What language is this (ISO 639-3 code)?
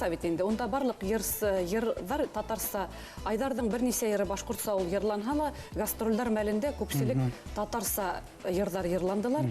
bak